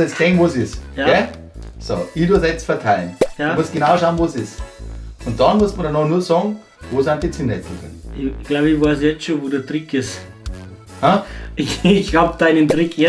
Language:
Bavarian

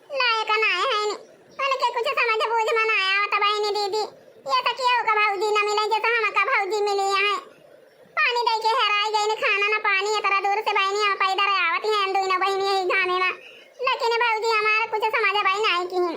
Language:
Awadhi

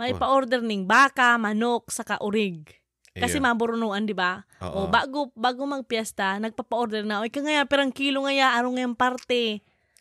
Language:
Bikol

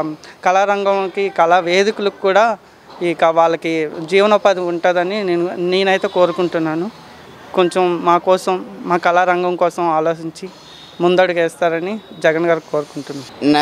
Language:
Telugu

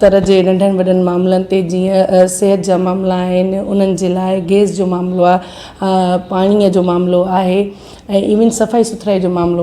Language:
Sindhi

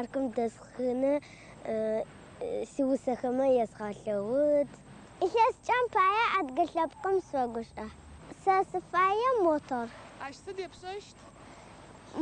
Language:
Adyghe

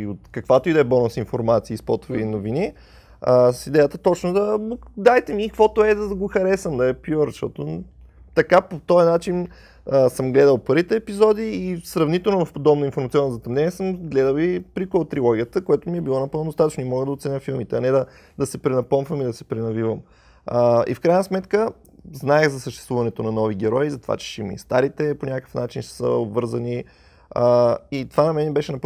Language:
Bulgarian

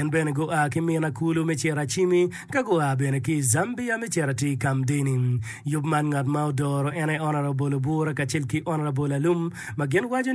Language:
Acoli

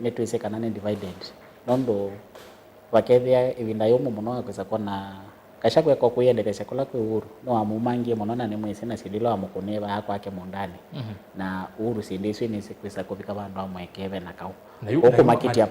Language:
Kamba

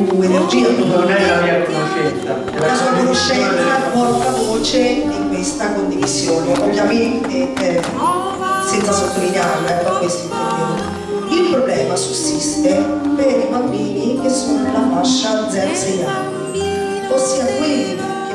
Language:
Italian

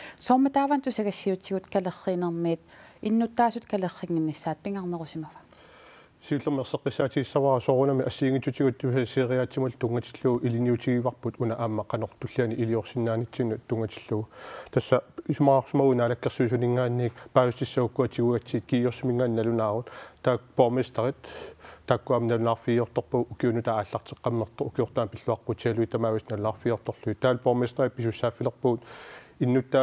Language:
Kalaallisut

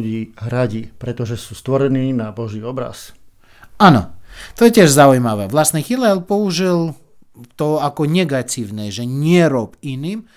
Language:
Slovak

